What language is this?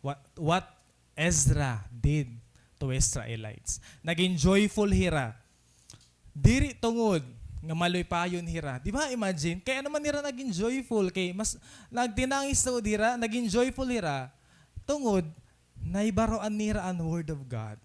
Waray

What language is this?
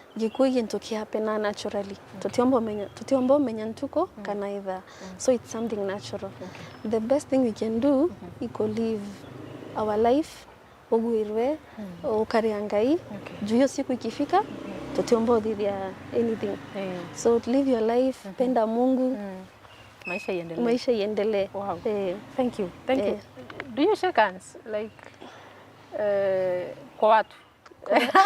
Meru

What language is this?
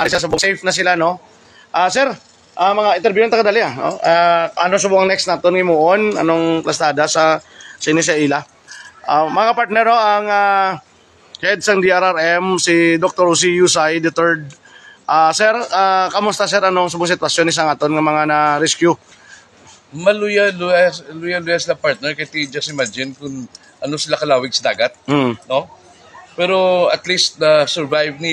Hiligaynon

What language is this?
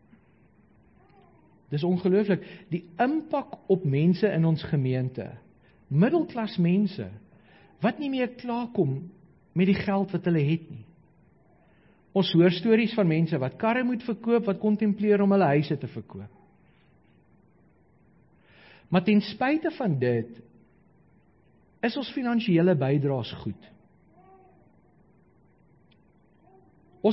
Afrikaans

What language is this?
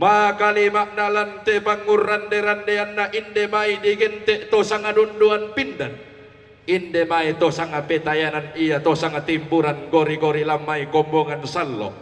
Toraja-Sa'dan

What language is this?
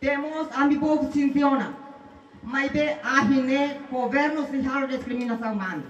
Tetum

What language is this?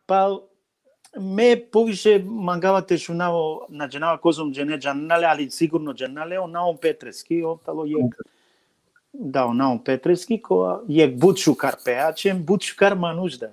Balkan Romani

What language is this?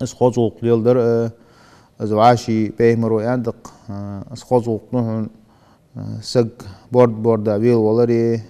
Ingush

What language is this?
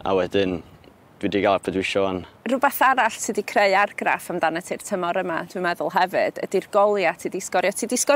Welsh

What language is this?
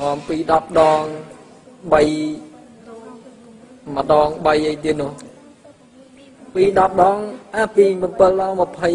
Khmer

